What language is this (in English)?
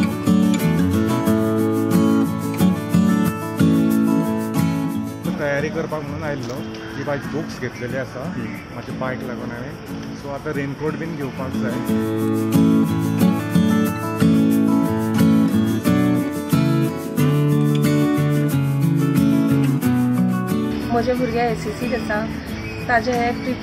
Konkani